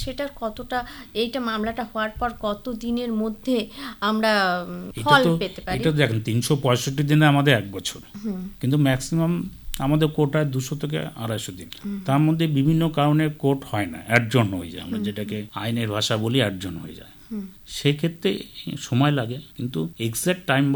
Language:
Bangla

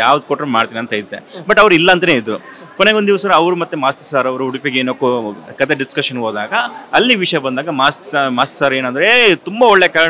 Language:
Kannada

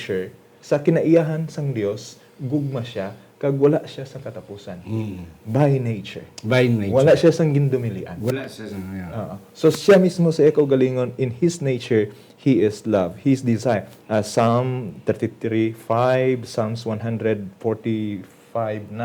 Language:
Hiligaynon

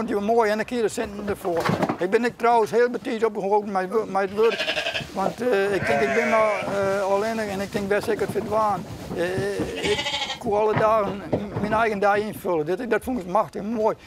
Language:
Western Frisian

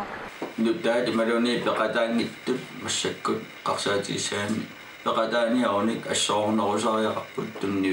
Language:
Kalaallisut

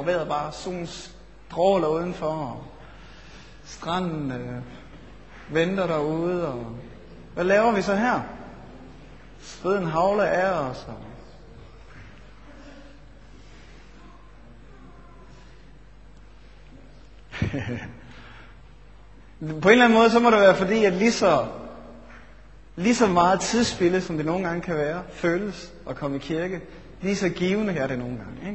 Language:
Danish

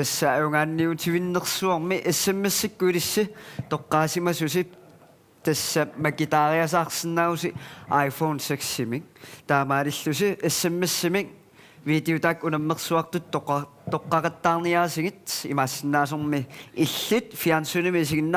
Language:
Kalaallisut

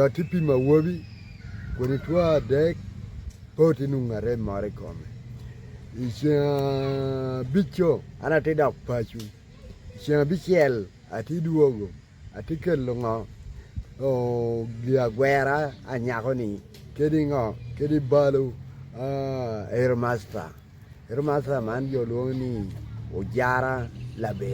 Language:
Acoli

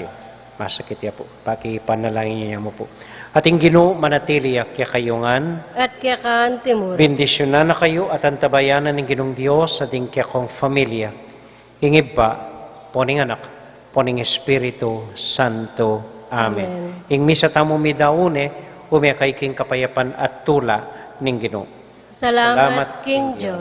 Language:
Pampanga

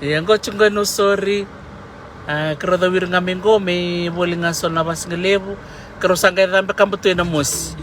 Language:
Fijian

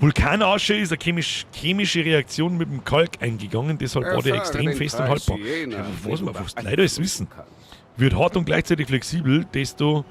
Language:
Bavarian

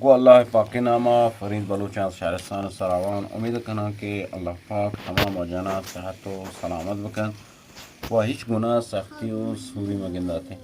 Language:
Eastern Balochi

